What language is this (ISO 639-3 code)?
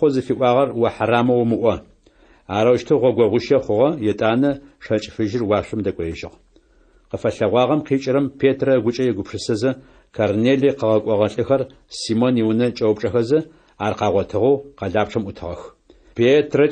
ady